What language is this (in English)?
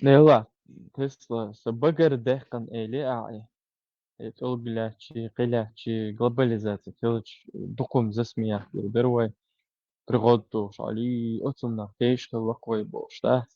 Chechen